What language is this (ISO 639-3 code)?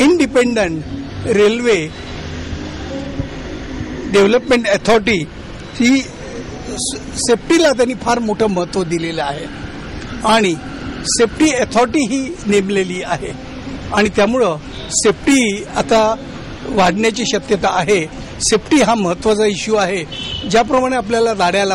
mar